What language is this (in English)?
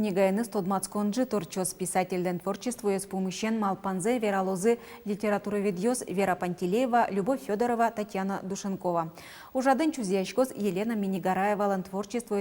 Udmurt